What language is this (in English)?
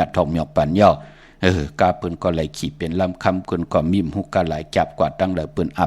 Shan